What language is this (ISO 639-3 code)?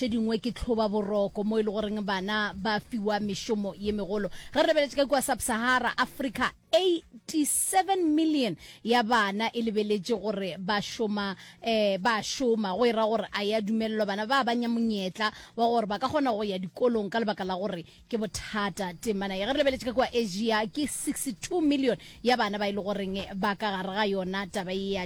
nso